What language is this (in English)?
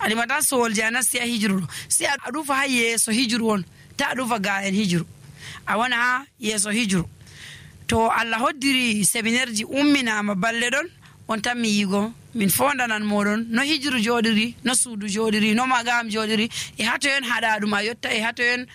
Nigerian Fulfulde